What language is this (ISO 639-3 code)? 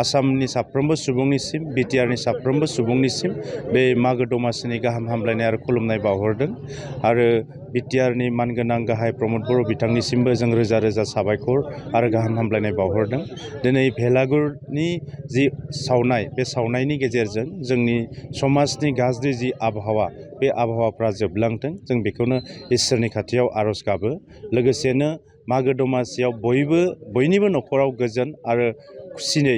brx